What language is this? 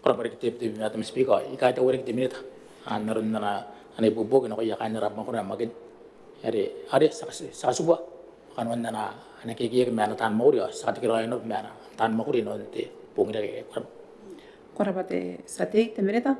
Gilbertese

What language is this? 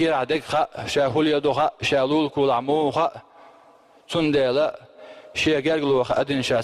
Chechen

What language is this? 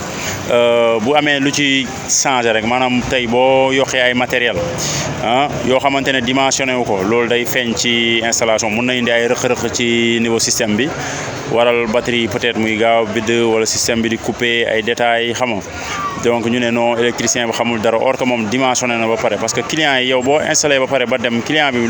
Wolof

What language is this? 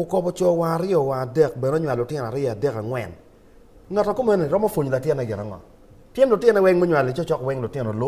Acoli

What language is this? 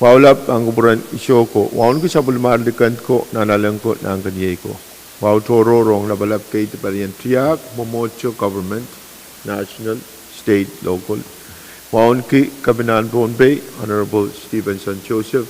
Pohnpeian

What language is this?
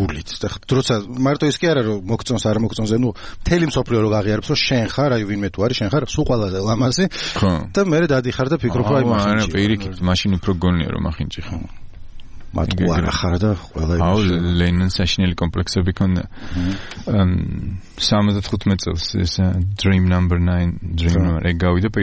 Georgian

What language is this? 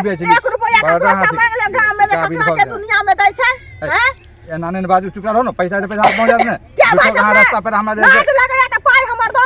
Maithili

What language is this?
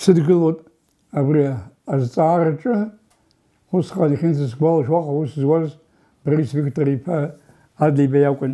Abkhazian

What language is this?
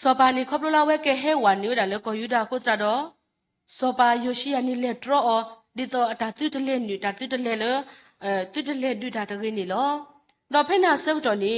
S'gaw Karen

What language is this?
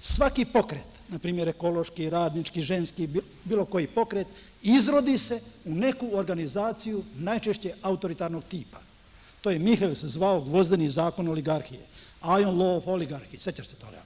Serbian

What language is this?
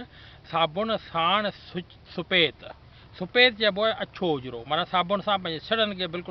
Sindhi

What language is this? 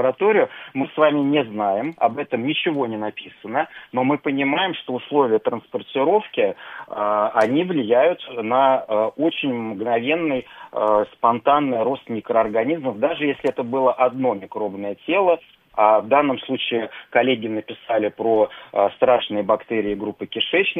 Russian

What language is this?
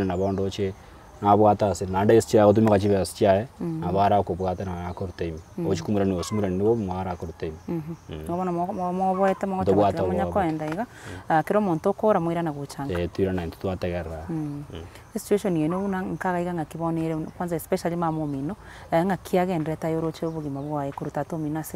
Gusii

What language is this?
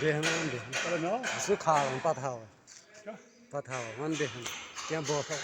Kashmiri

